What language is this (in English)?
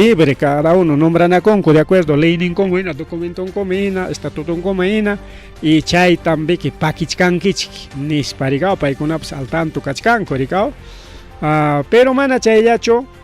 Ayacucho Quechua